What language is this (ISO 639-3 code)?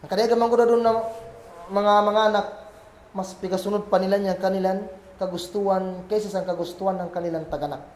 kll